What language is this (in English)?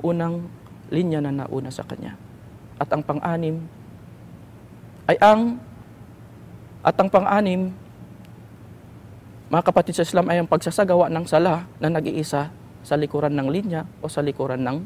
Filipino